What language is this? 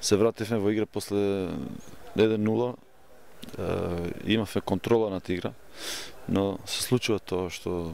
Macedonian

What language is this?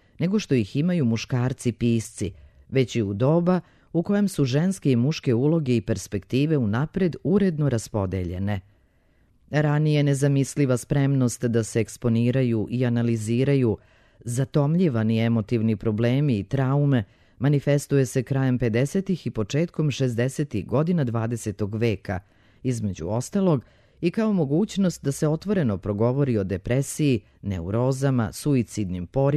Serbian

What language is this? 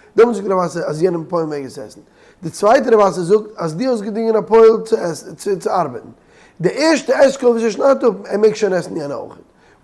Yiddish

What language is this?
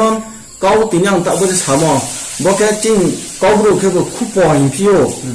Riang (India)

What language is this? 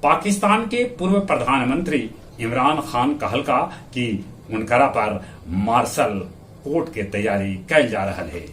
Magahi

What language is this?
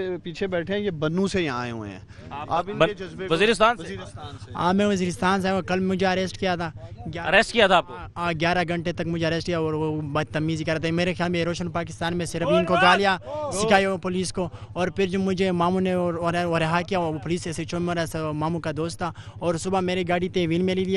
Urdu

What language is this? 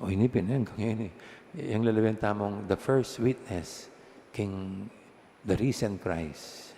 Pampanga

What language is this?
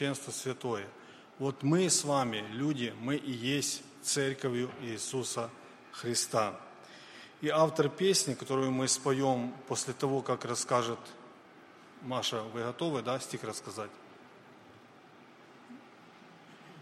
Russian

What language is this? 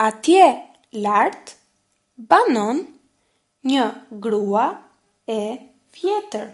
Albanian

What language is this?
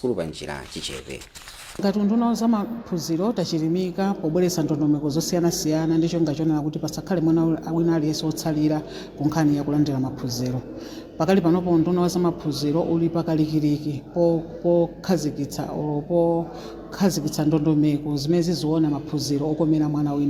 Nyanja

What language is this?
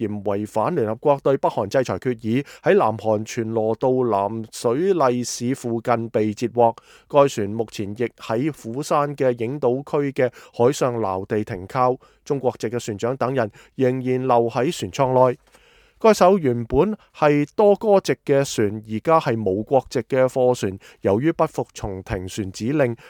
Cantonese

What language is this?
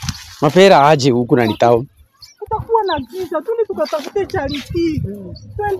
Swahili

